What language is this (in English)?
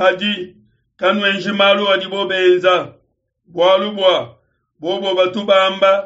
Luba-Lulua